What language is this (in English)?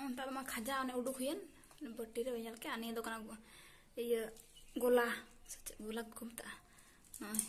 Santali